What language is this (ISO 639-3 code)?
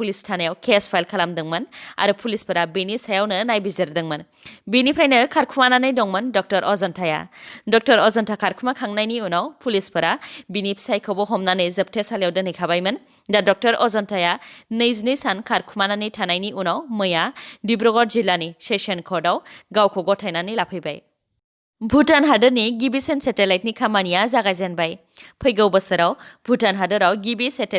brx